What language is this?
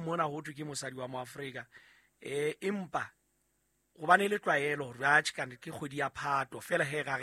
Southern Sotho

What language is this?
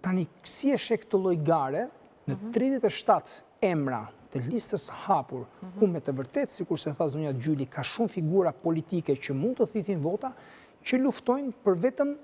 Albanian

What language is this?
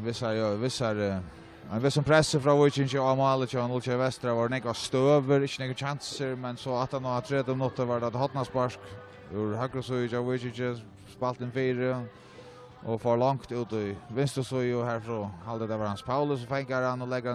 Faroese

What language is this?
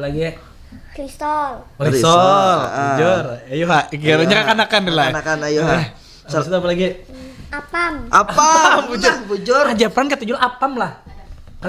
Banjar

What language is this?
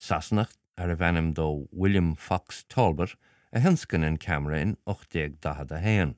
Irish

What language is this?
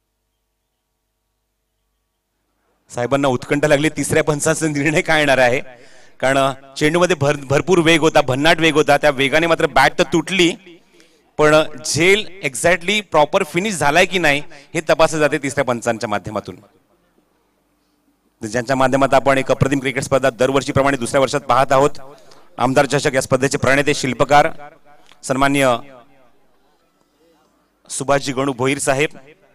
Marathi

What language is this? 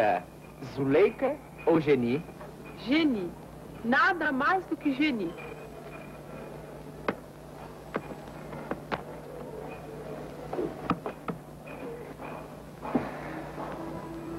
Portuguese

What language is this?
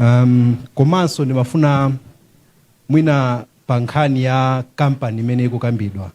Nyanja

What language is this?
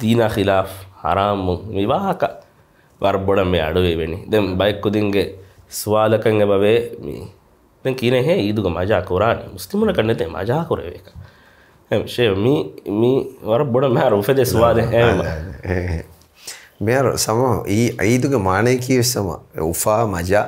Divehi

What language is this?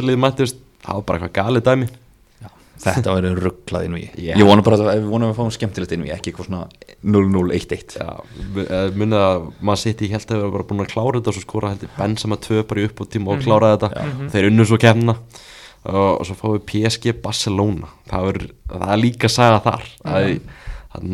Icelandic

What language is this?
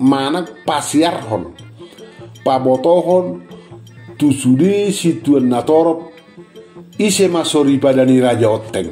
Batak Toba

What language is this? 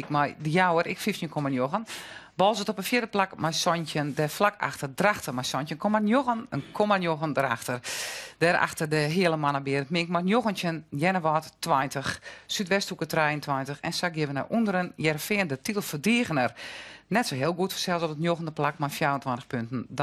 Western Frisian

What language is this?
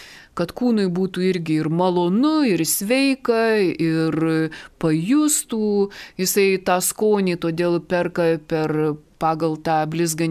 Lithuanian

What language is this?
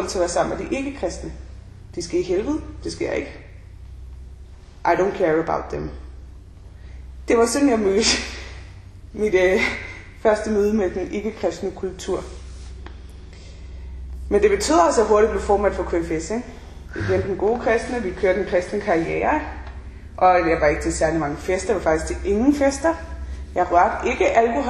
Danish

